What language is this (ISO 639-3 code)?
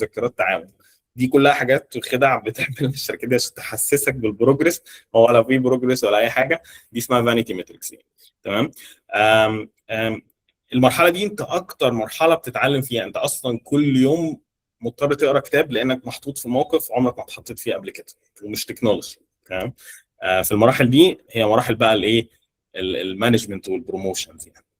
arz